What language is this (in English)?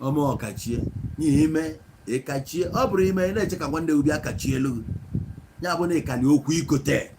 Igbo